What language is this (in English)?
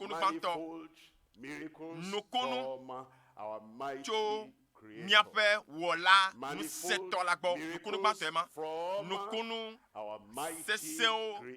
Ewe